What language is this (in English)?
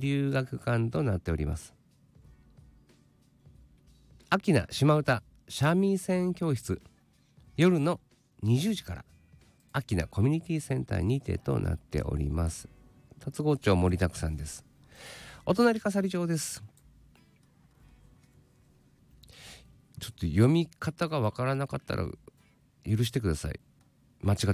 Japanese